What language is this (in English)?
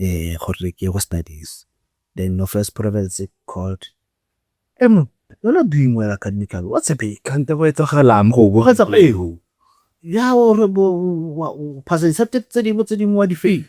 Tswana